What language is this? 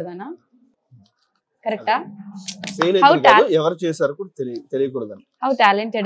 Telugu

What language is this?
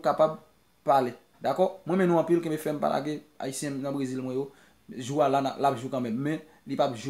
Haitian Creole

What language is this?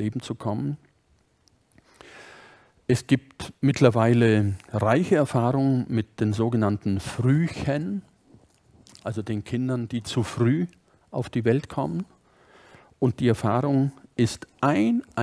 German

